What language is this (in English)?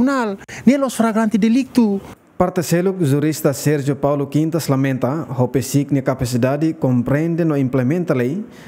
Tetum